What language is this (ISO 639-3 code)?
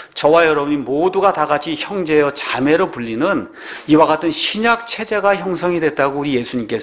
kor